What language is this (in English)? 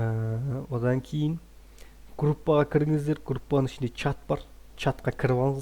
Kazakh